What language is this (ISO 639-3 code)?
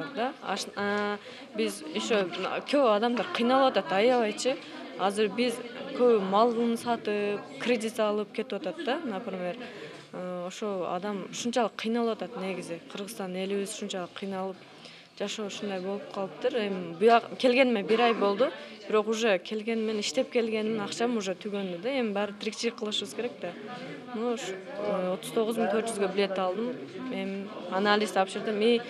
kir